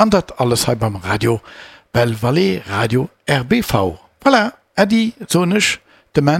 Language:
Luxembourgish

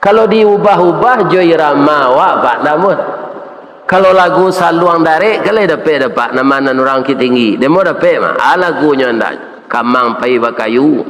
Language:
Minangkabau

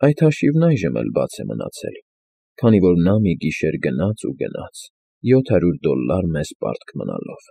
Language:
Armenian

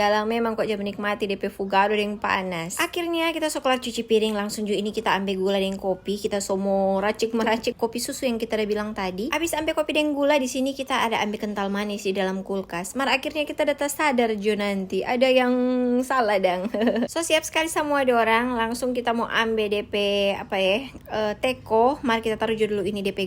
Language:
Manado Malay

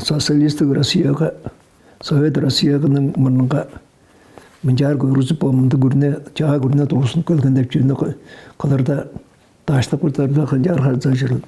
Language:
Tuvinian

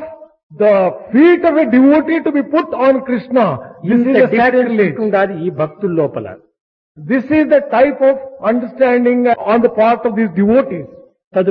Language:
Telugu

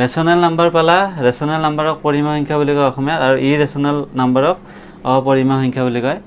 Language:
Assamese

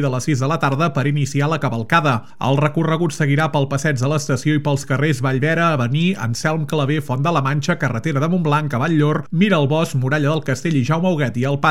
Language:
Catalan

